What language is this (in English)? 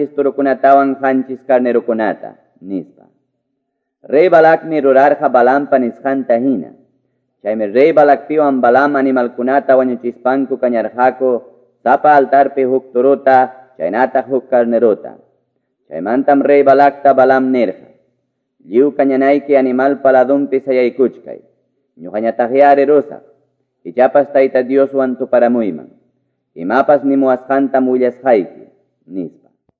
Quechua